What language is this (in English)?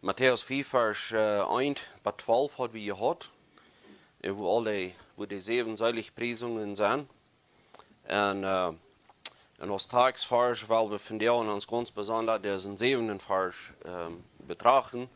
Plautdietsch